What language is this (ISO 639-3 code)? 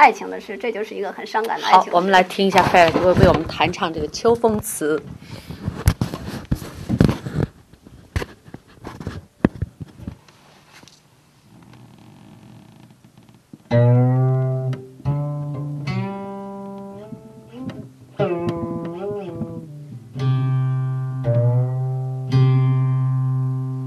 zho